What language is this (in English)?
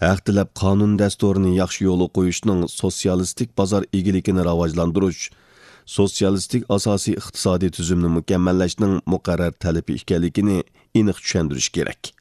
Uyghur